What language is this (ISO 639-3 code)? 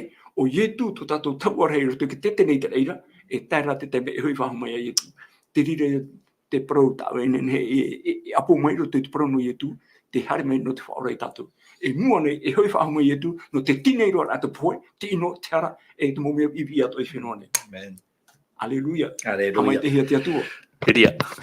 tah